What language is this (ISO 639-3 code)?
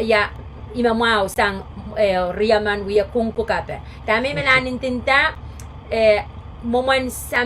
pon